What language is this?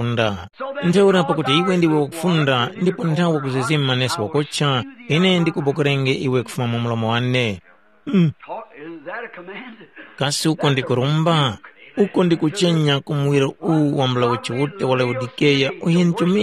Tumbuka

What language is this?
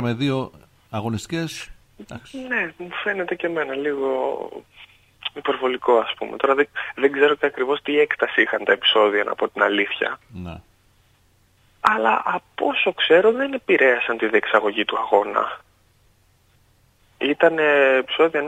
Greek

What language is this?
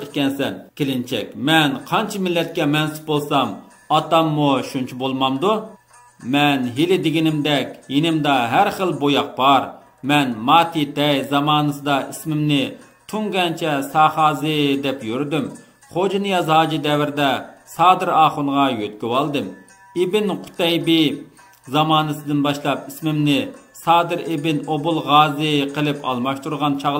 Uyghur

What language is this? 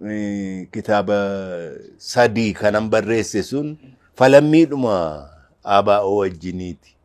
Oromo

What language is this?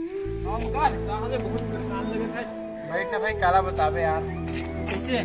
Chhattisgarhi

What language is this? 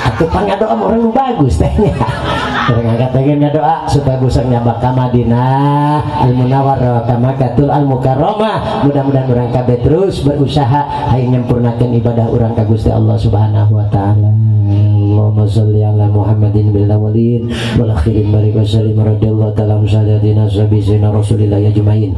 Sundanese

